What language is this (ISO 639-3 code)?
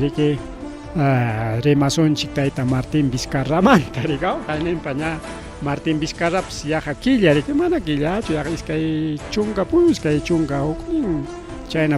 quy